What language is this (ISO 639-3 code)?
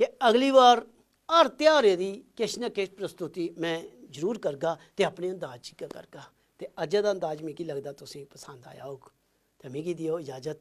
doi